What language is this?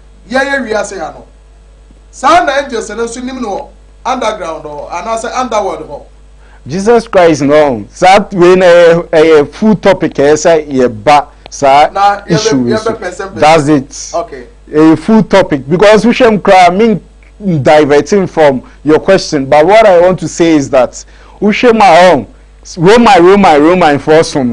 Akan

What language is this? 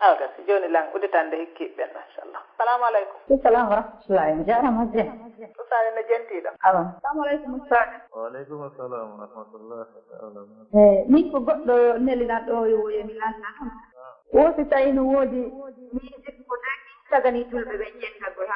Fula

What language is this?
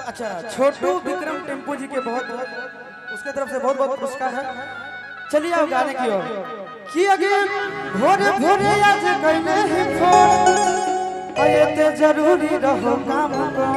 Magahi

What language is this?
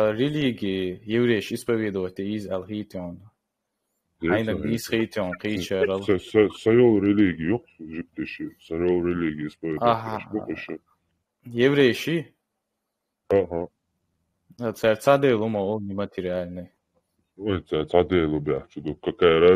Chechen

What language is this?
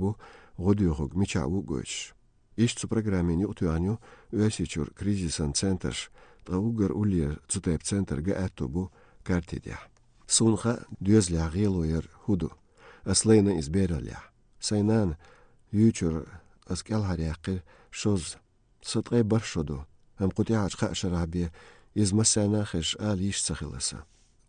Chechen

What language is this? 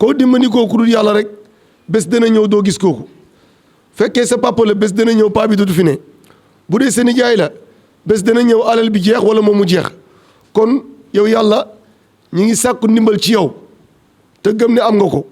Wolof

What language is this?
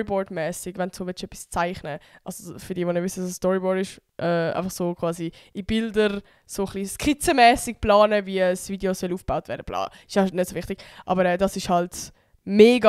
Swiss German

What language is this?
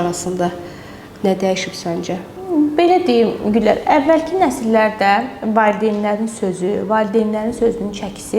Azerbaijani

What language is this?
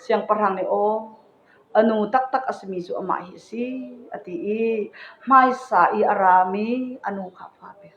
Hakha Chin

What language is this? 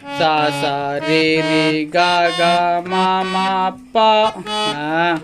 Chhattisgarhi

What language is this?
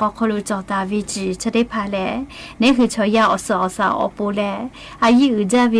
Lahu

